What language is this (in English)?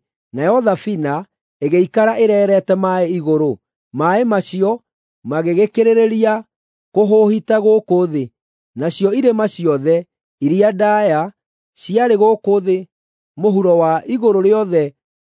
Kikuyu